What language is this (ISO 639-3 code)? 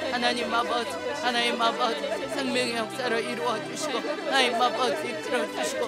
kor